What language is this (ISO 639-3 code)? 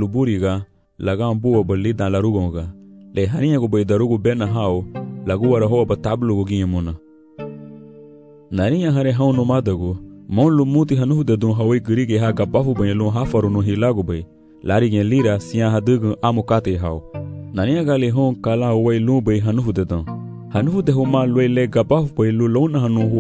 cab